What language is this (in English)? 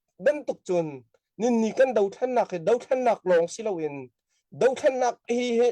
Falam Chin